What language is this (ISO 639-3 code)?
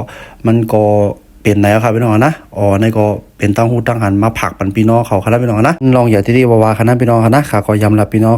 shn